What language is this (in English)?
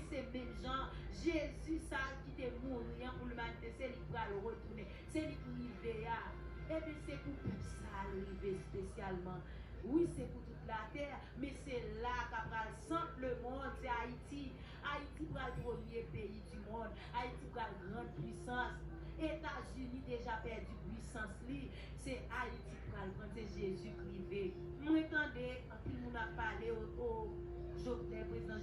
Haitian Creole